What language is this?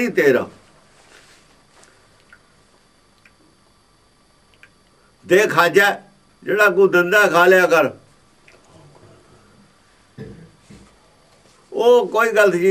Punjabi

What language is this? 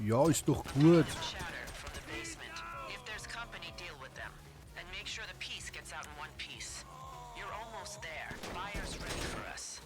Bavarian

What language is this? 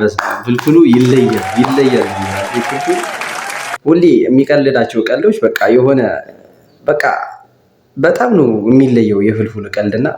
Amharic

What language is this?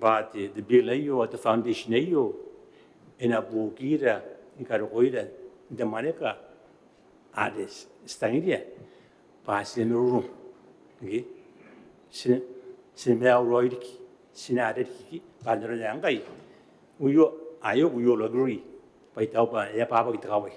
Gilbertese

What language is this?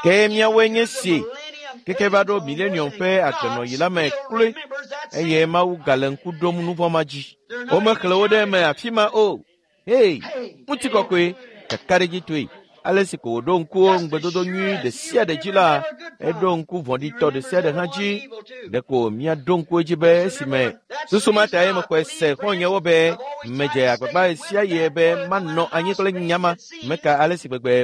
Ewe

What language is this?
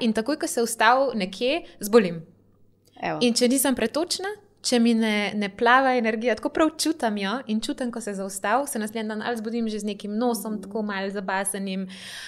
Slovenian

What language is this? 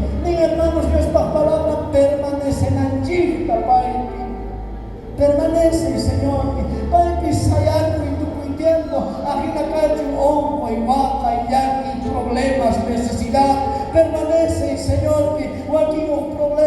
South Bolivian Quechua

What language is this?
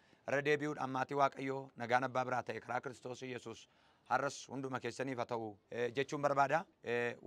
Oromo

